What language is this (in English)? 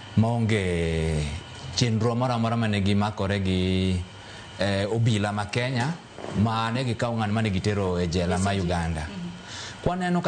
Luo (Kenya and Tanzania)